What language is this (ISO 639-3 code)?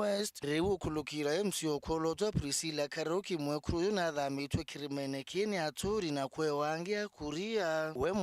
mer